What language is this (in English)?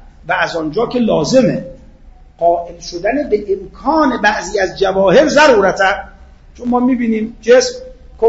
Persian